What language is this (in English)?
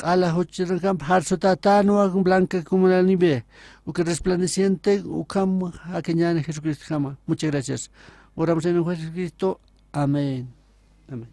Aymara